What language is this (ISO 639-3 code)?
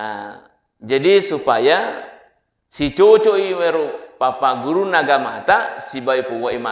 bug